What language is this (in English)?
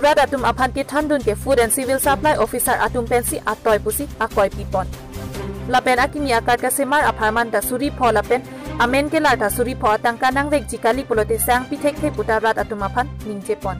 Karbi